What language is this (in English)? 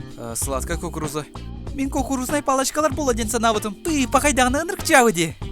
Yakut